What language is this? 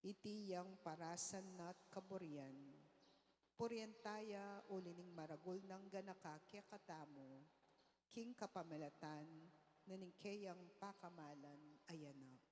Pampanga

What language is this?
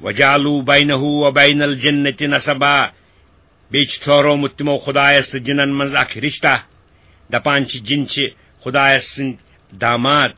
Kashmiri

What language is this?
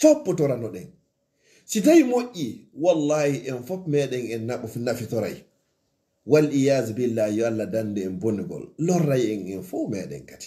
Fula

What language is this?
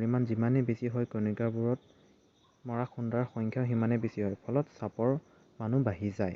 Assamese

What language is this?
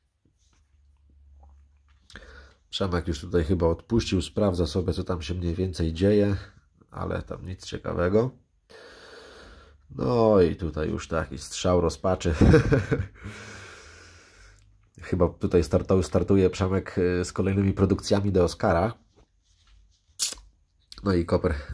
Polish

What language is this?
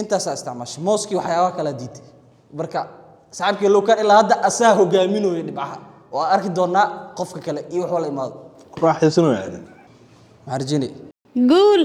Somali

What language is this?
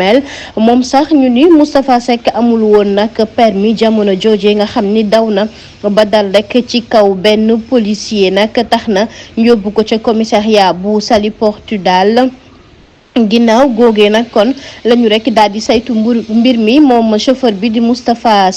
Wolof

